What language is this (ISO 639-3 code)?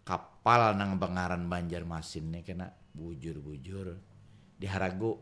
bjn